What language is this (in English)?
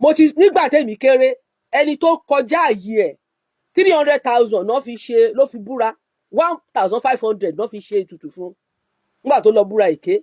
Yoruba